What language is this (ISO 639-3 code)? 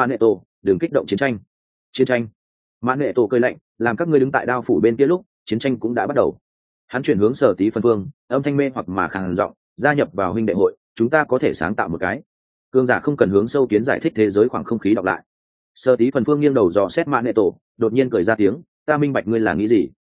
vie